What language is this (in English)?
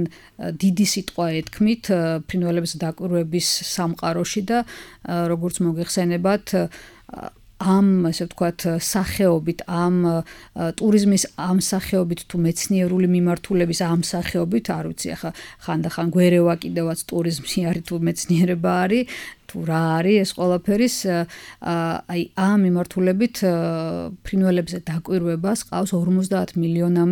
Georgian